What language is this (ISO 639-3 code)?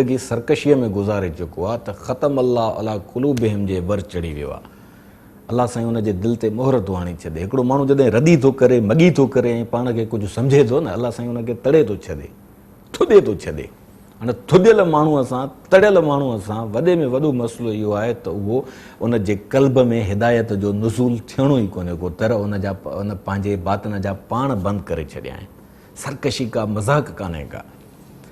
snd